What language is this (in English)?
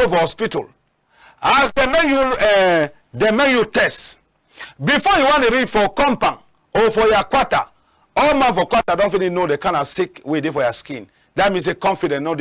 Cameroon Pidgin